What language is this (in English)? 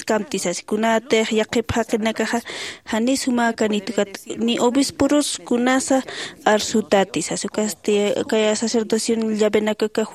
Aymara